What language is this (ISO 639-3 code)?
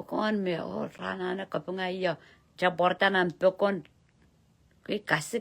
pon